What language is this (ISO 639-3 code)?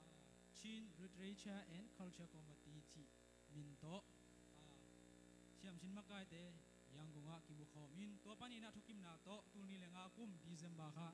ctd